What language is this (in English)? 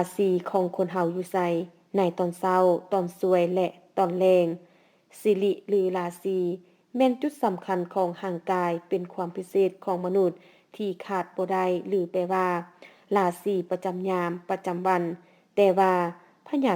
Lao